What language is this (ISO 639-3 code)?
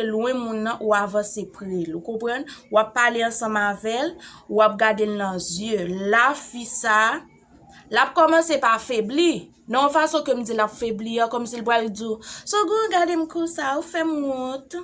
hat